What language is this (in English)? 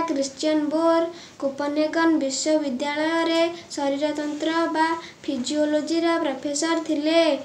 Odia